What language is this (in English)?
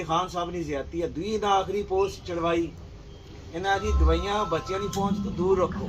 Pahari-Potwari